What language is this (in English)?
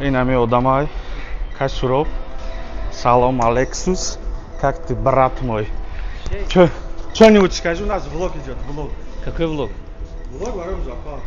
Tajik